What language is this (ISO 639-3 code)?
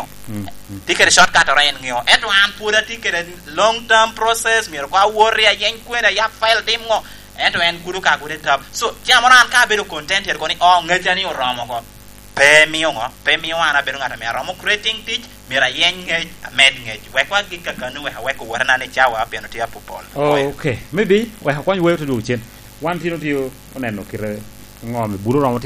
laj